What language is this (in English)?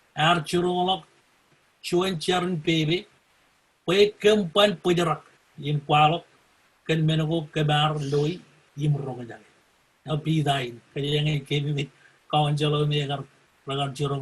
Marshallese